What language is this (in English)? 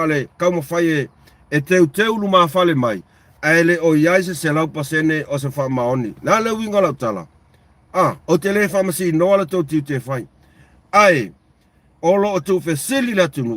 Samoan